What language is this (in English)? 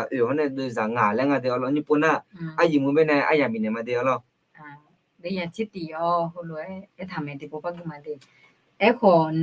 Akha